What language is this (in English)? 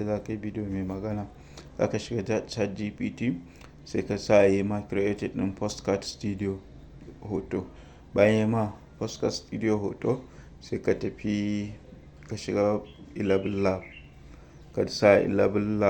Hausa